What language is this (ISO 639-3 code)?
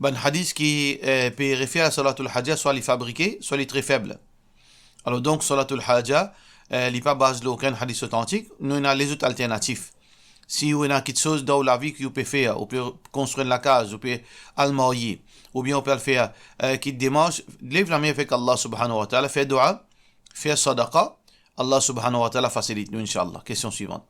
mfe